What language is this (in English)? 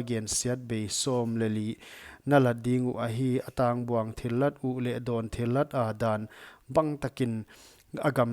Paite Chin